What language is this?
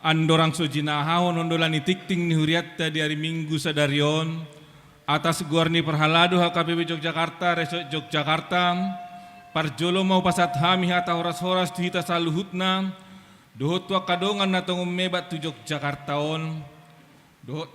Batak Toba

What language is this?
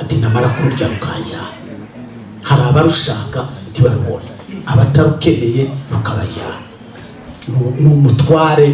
Kinyarwanda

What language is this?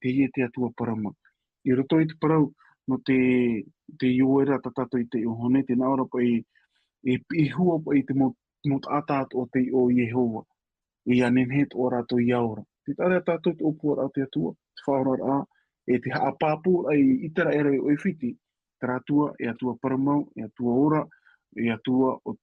Tahitian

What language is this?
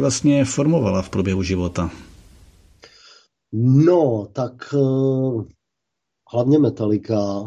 Czech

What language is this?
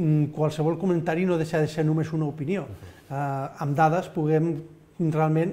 Catalan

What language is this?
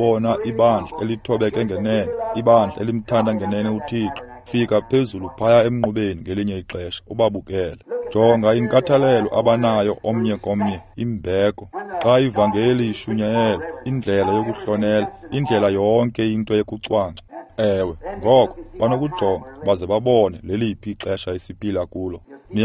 Xhosa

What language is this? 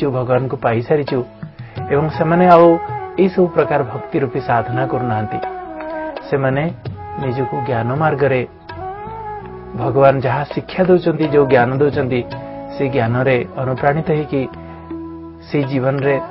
Odia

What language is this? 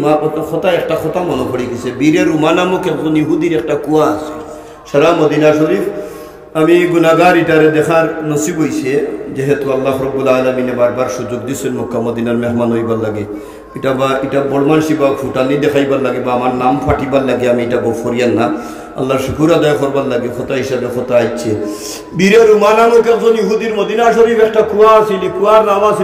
Sylheti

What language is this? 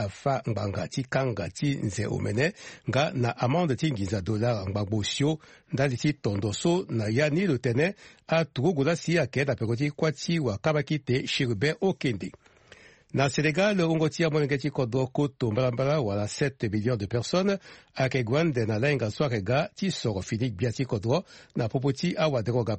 Sango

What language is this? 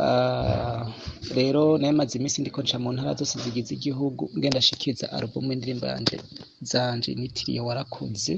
Rundi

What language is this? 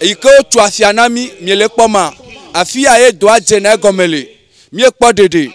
Ewe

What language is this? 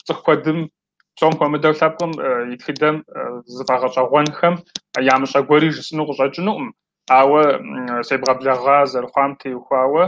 Kabardian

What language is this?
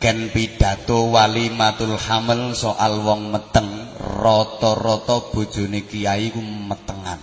Javanese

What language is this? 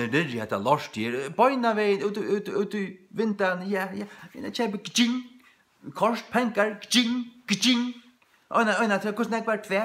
Faroese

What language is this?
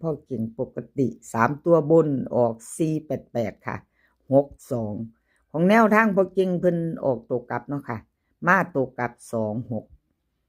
Northeastern Thai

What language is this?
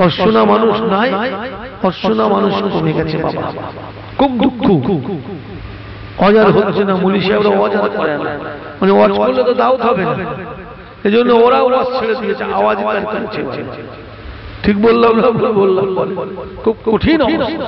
Bangla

